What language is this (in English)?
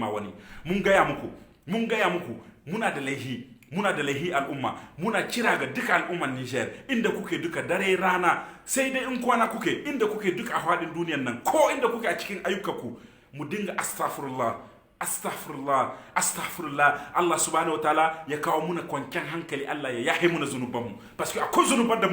Hausa